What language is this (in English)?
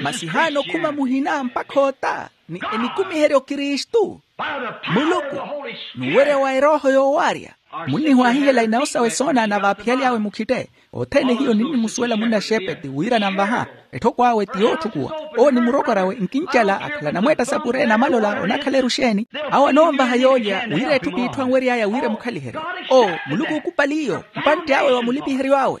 Makhuwa